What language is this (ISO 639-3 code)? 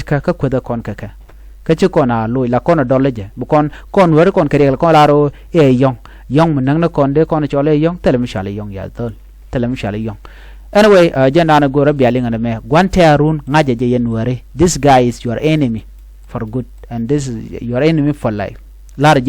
nus